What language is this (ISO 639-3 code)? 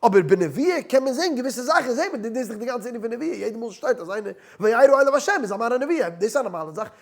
yid